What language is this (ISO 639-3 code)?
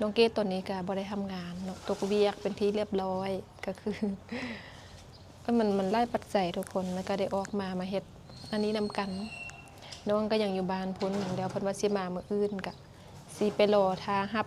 lao